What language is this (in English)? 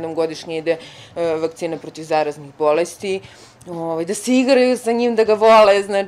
Serbian